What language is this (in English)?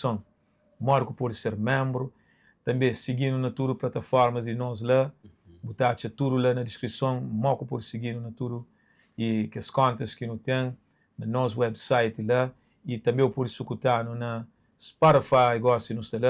Kabuverdianu